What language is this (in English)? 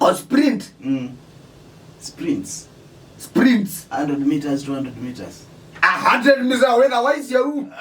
Kamba